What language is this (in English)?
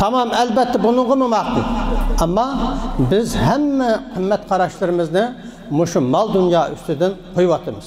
Uyghur